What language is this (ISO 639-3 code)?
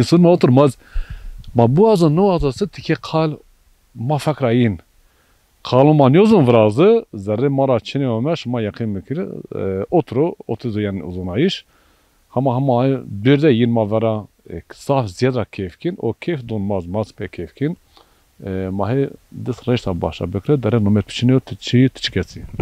zza